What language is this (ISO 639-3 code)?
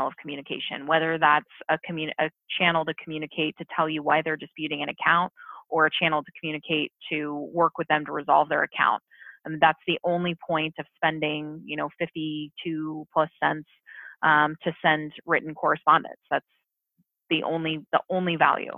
eng